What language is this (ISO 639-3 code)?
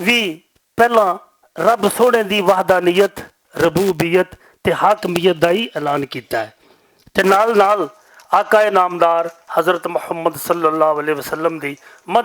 lah